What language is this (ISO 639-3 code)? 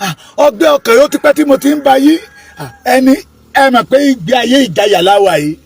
yor